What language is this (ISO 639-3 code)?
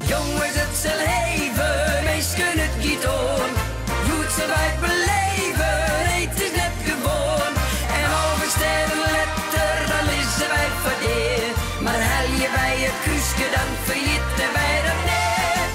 fry